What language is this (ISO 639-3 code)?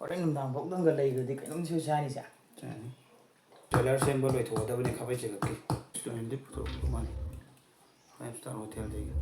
mni